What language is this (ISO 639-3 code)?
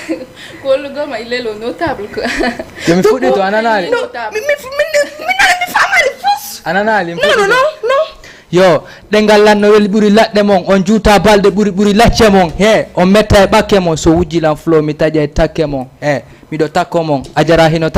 ful